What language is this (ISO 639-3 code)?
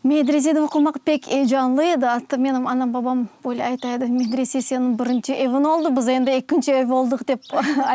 crh